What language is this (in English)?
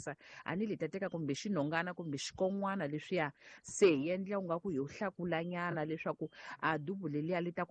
Tsonga